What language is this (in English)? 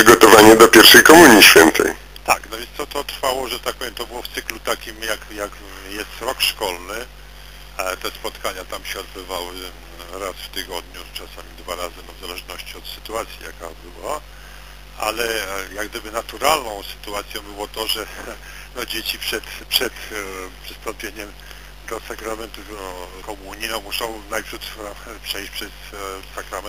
Polish